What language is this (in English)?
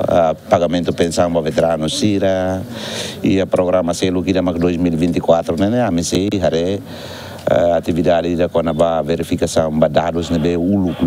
Tetum